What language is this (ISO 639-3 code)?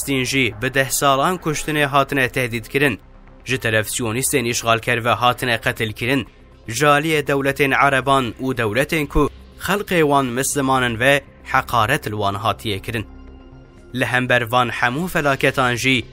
kur